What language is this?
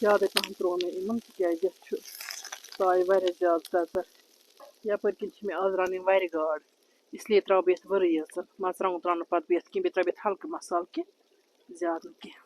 Kashmiri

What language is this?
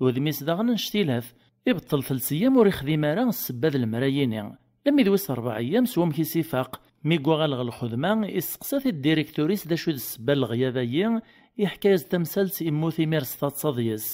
Kabyle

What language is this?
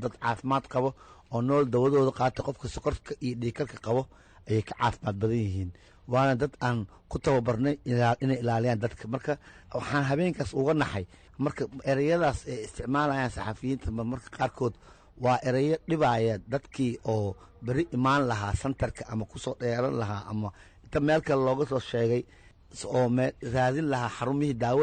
Somali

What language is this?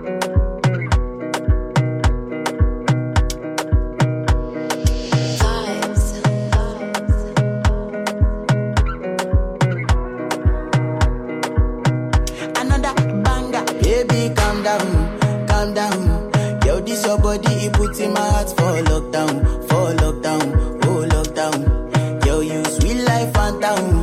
Portuguese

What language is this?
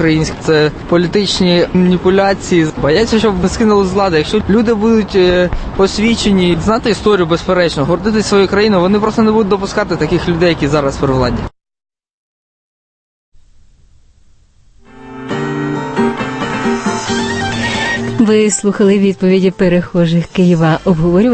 Ukrainian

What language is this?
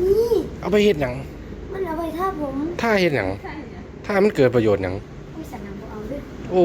Northeastern Thai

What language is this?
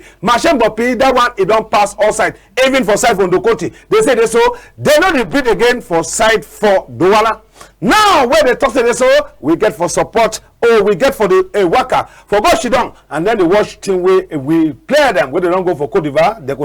Cameroon Pidgin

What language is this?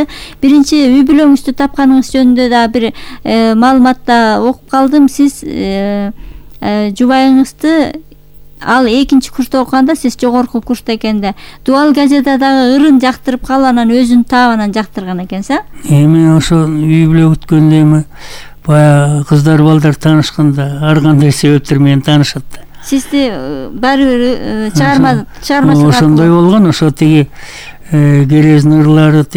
Kyrgyz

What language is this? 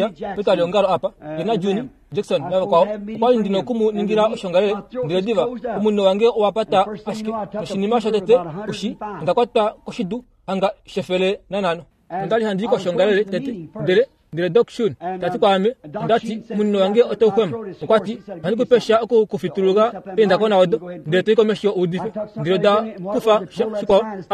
Kuanyama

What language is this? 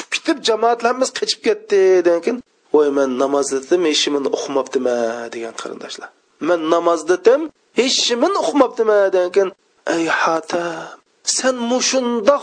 Uyghur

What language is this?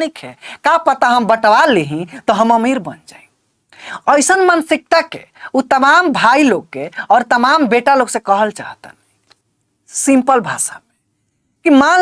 Bhojpuri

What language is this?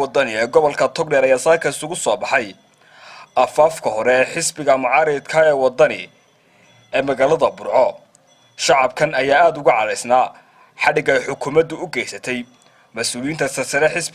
Somali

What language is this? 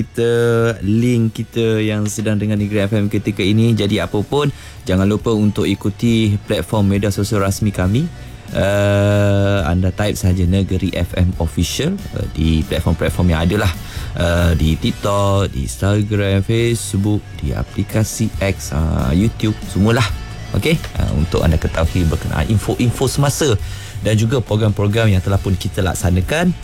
Malay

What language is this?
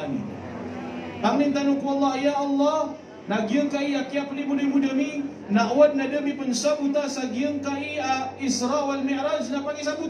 Maranao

